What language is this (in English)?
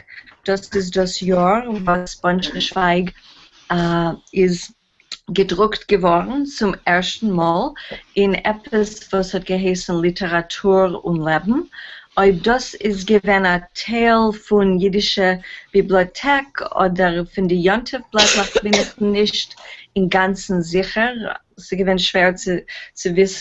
Yiddish